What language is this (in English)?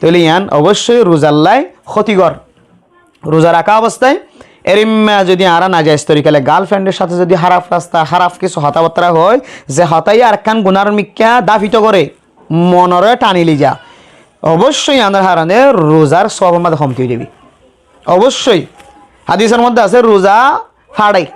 Rohingya